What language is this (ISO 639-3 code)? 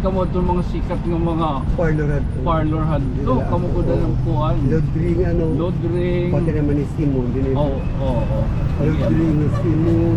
war